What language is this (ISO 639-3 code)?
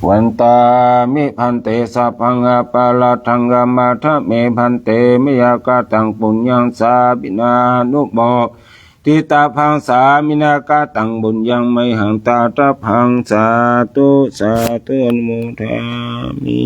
pli